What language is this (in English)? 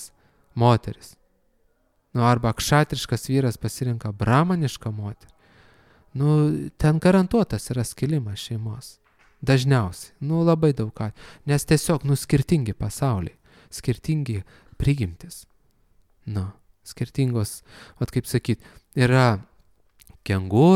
Lithuanian